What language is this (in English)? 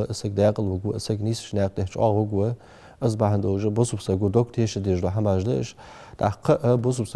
Ingush